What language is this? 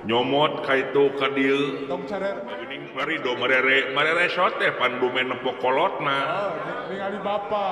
Sundanese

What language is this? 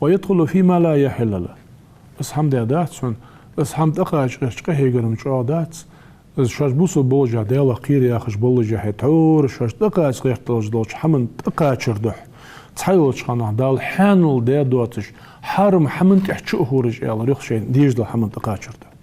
Ingush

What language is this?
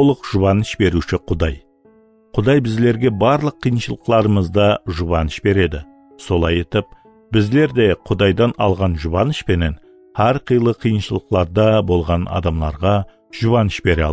Kara-Kalpak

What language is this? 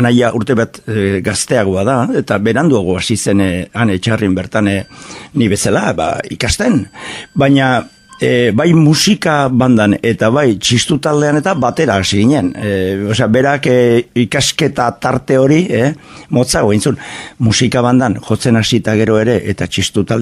Basque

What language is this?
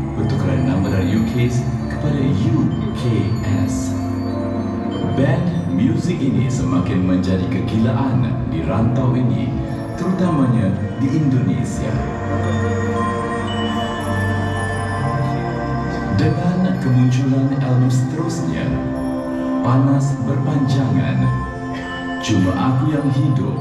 Malay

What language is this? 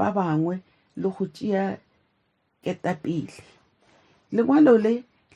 Tswana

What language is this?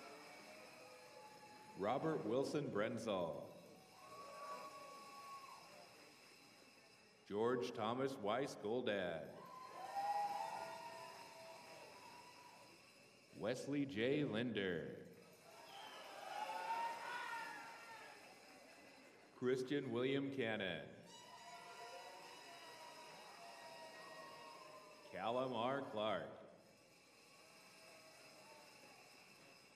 English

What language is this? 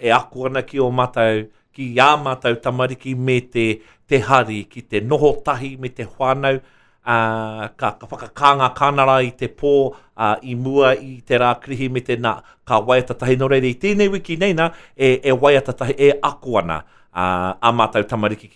Māori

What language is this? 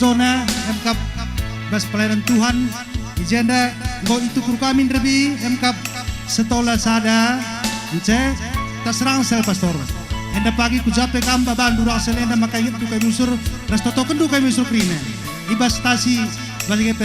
Batak Karo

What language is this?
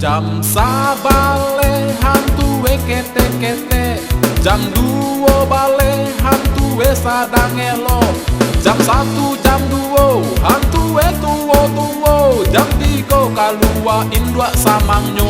Minangkabau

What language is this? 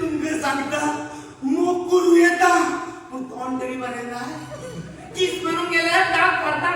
Konkani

